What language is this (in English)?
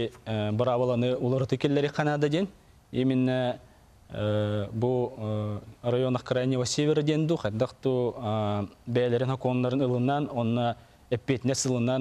Yakut